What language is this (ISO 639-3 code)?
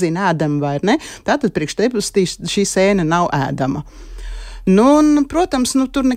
lav